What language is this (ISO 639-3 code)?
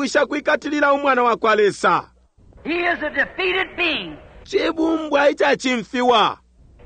bem